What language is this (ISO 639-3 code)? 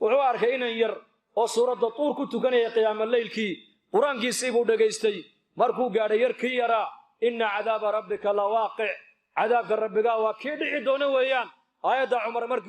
som